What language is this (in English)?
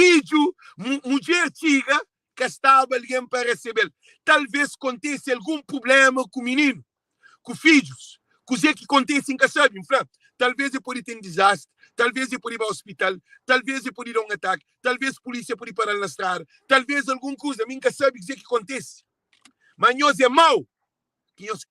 Kabuverdianu